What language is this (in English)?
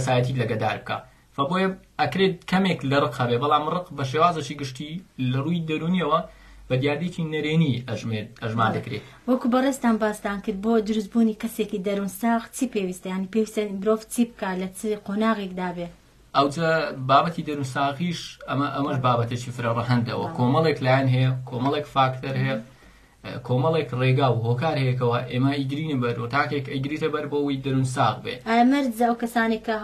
Central Kurdish